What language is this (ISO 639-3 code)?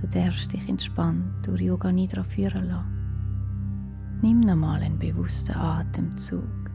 gsw